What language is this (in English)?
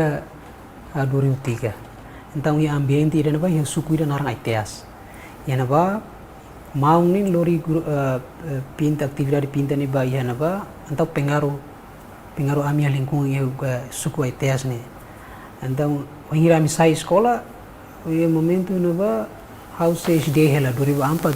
Tetum